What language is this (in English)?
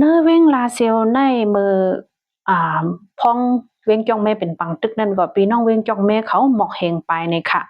Shan